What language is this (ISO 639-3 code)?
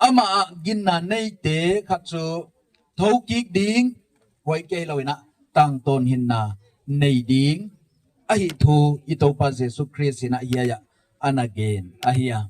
gnb